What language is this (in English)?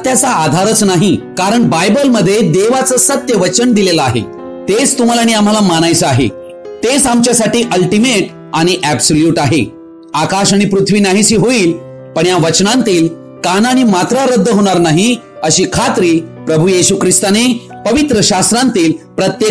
Marathi